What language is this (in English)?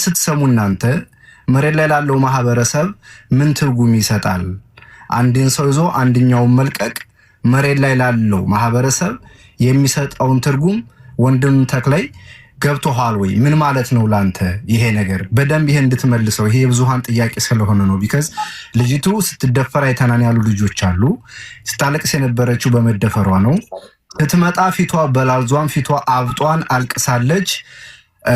Amharic